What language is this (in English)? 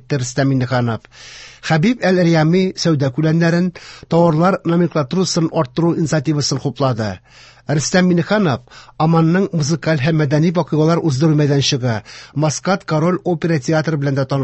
Tatar